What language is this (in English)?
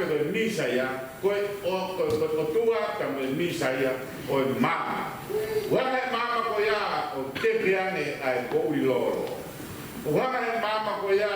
Tongan